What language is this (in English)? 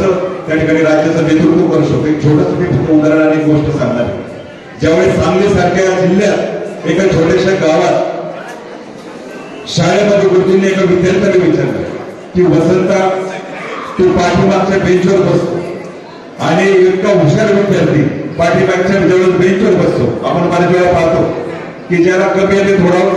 Marathi